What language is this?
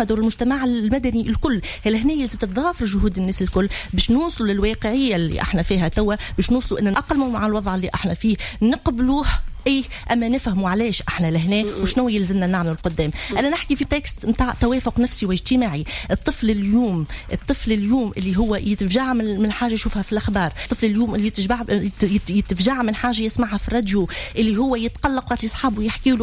Tunisian Arabic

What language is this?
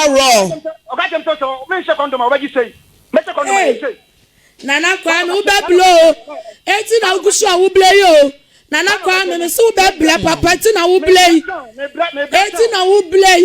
Akan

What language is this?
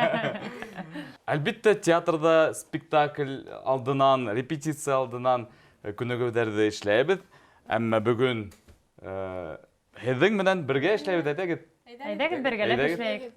Bashkir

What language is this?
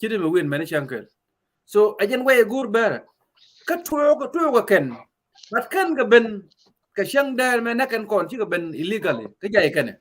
Nuer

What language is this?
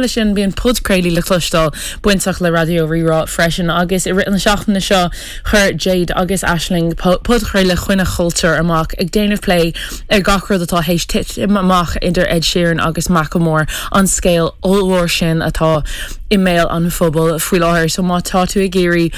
Irish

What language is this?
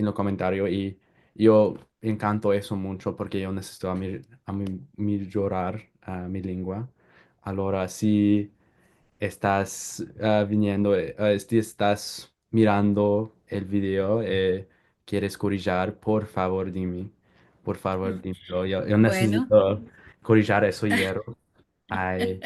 Ladino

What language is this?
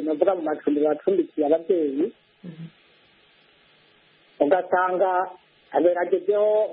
Kinyarwanda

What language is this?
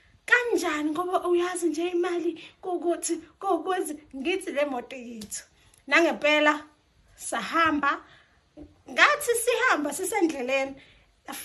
Zulu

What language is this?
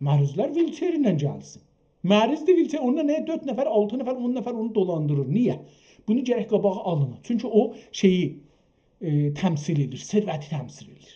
South Azerbaijani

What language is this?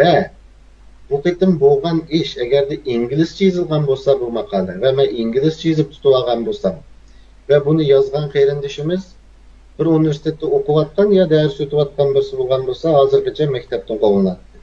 Uyghur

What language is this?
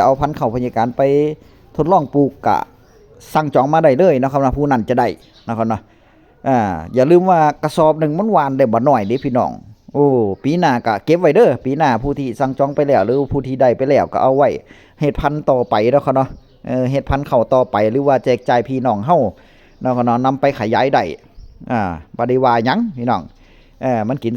Northeastern Thai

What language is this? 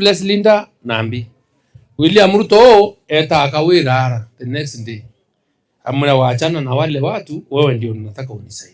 Meru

